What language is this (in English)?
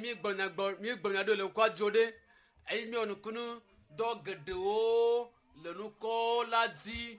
Ewe